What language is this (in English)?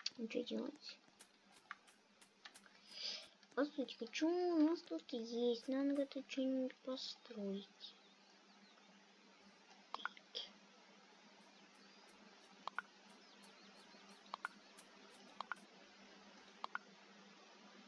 Russian